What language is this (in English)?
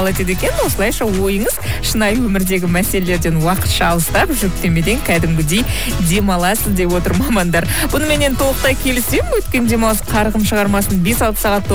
Kazakh